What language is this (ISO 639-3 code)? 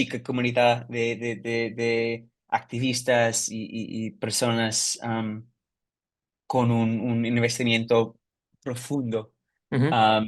lad